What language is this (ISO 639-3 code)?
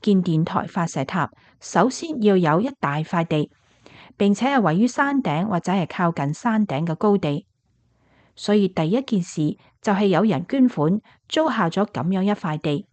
yue